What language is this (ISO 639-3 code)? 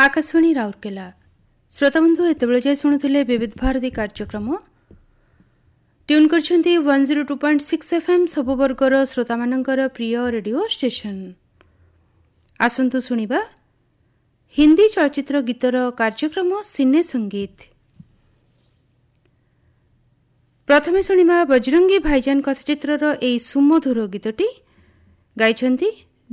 ori